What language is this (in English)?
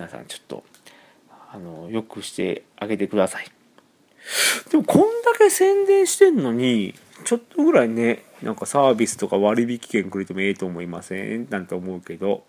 Japanese